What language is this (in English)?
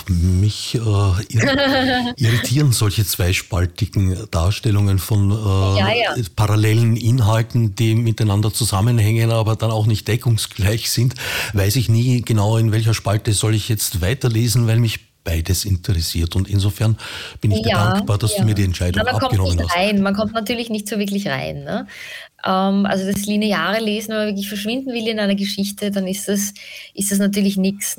German